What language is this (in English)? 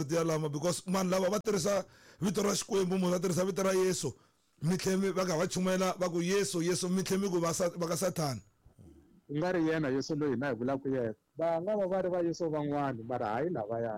Tsonga